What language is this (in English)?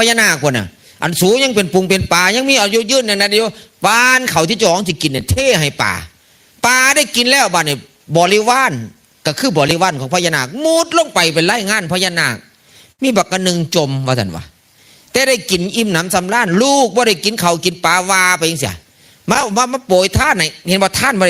Northeastern Thai